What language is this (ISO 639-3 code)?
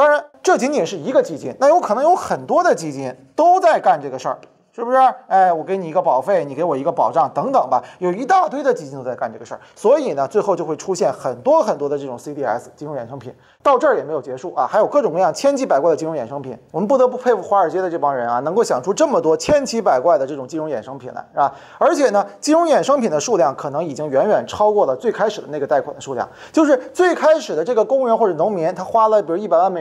zho